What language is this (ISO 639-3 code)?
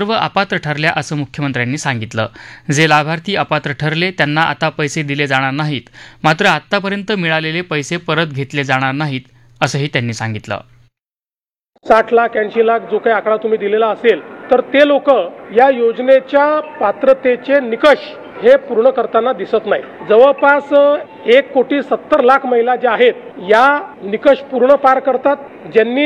mar